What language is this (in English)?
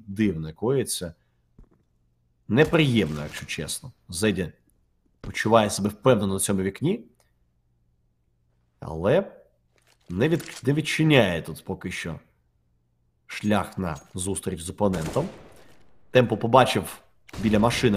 Ukrainian